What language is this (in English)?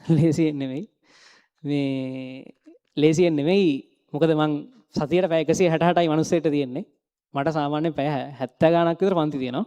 Sinhala